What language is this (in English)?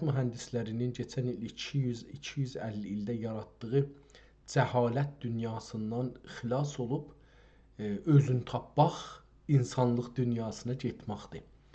South Azerbaijani